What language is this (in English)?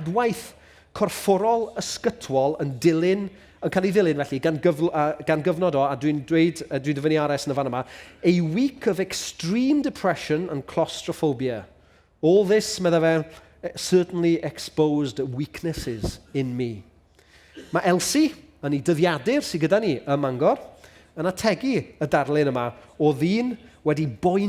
Welsh